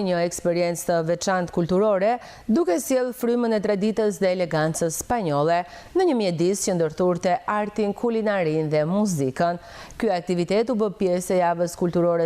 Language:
Albanian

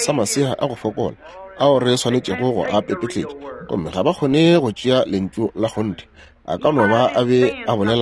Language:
Northern Sotho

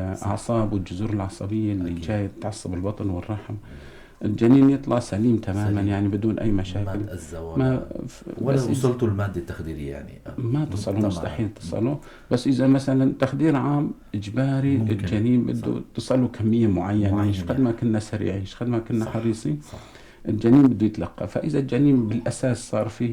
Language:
North Levantine Arabic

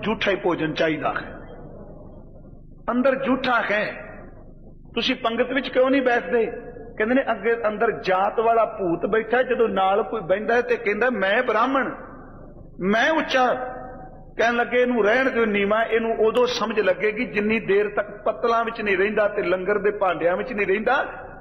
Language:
Punjabi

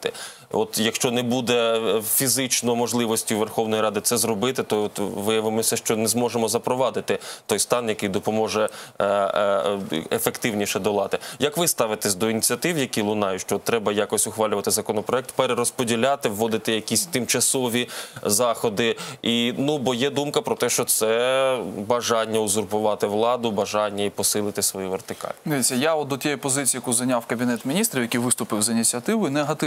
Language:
Ukrainian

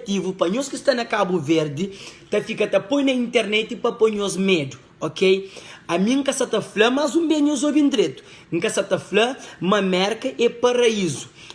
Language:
Kabuverdianu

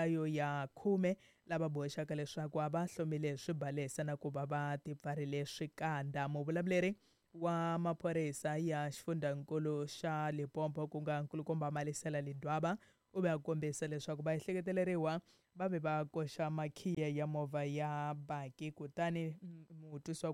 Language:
Tsonga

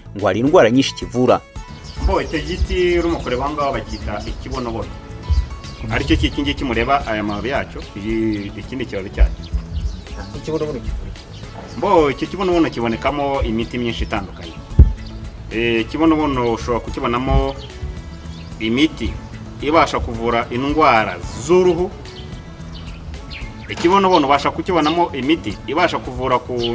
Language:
Kinyarwanda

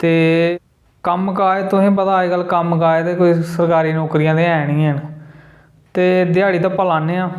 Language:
Dogri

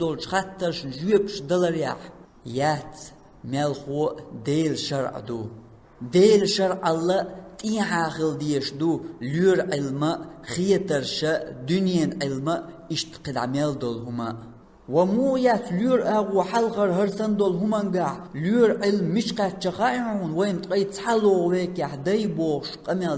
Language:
Chechen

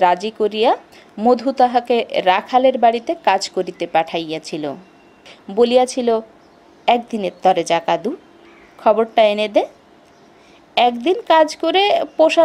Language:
Bangla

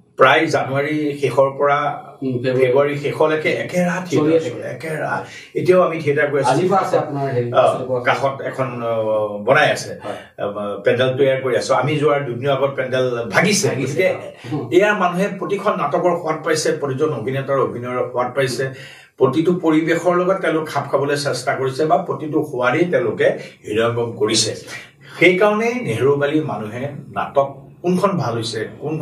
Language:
Assamese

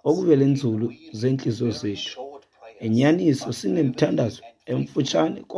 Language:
Xhosa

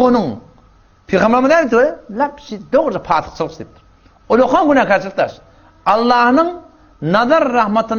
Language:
Turkmen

